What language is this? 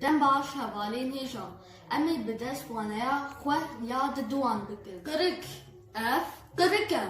Kurdish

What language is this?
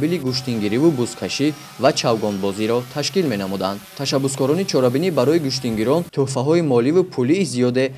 Tajik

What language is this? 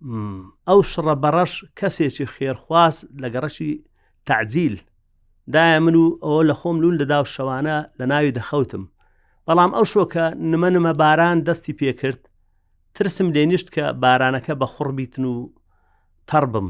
Central Kurdish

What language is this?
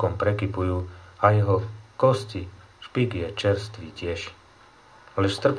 Slovak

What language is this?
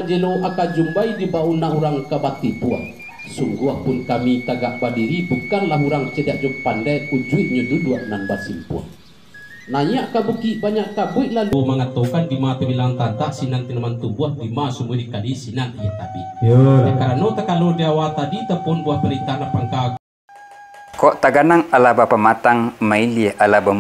Minangkabau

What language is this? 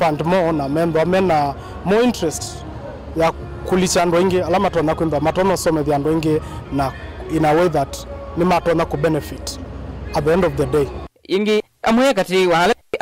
Kamba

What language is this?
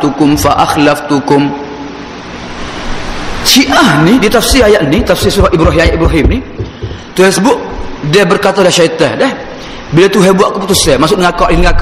Malay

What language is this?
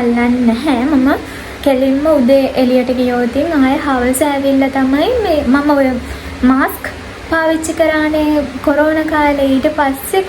Sinhala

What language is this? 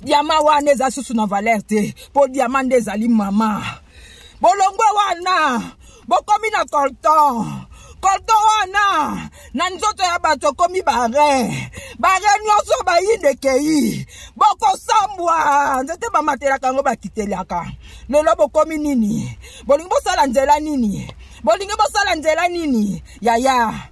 Lingala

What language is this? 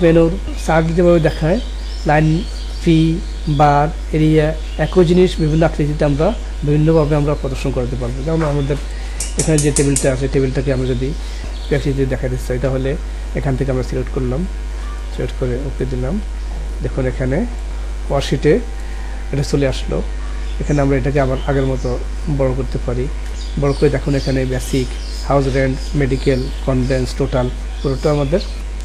Bangla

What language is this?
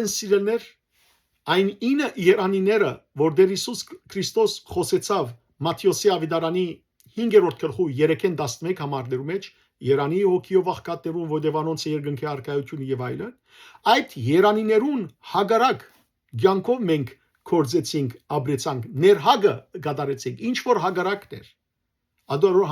Western Armenian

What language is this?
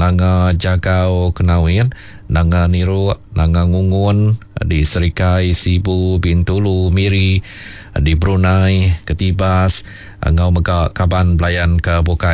Iban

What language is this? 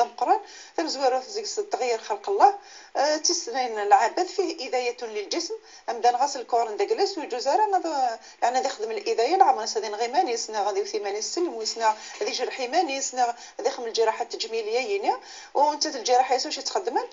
Kabyle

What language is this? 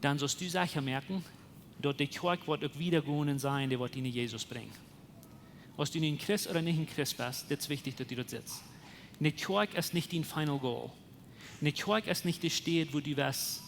Plautdietsch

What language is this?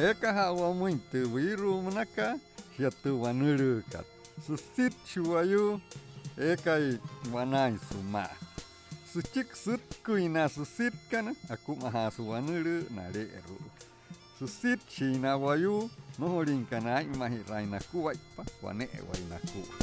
Wayuu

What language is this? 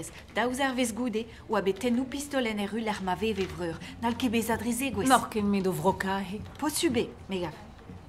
Breton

